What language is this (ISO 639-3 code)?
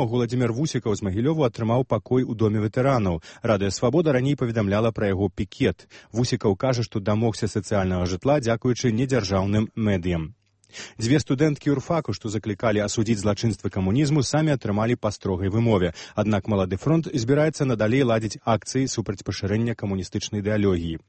bel